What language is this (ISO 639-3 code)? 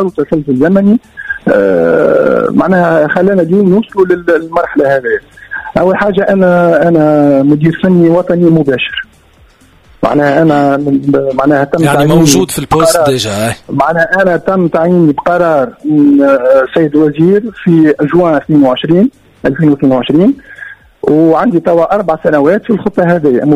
aeb